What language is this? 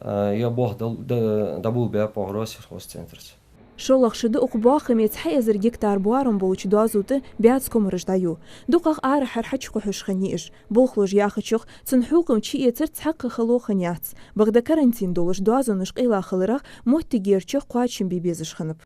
Ingush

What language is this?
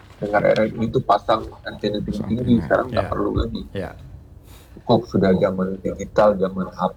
Indonesian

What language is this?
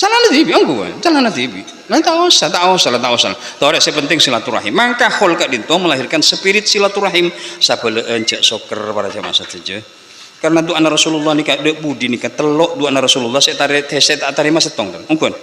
Madurese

